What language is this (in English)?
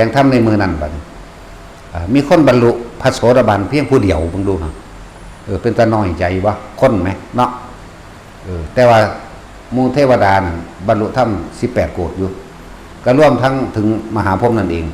Northeastern Thai